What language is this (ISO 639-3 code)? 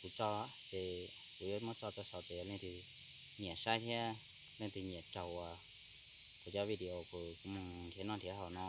hmn